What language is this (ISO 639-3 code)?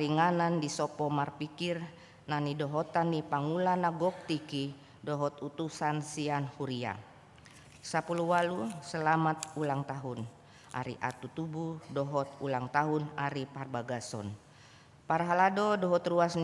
bbc